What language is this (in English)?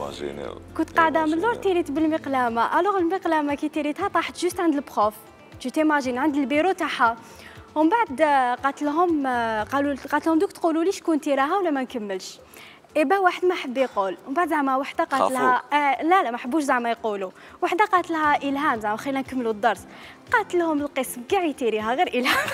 Algerian Arabic